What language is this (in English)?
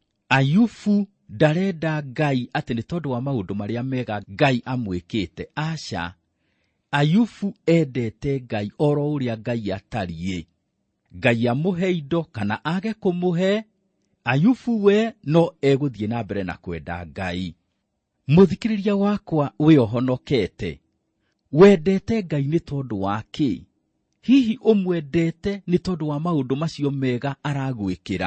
Kikuyu